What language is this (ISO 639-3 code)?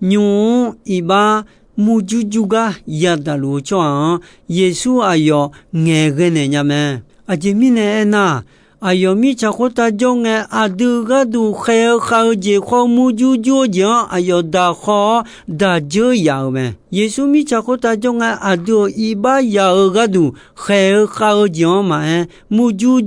ahk